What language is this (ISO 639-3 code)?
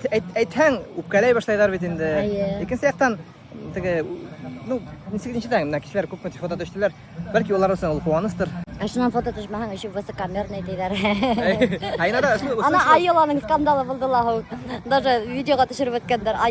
bak